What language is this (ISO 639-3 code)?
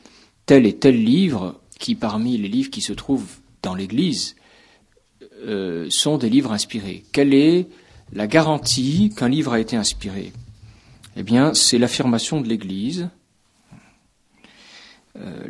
fra